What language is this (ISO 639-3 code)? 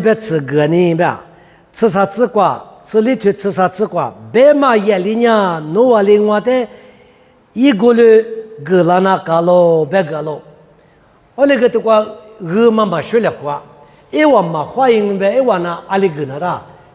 lis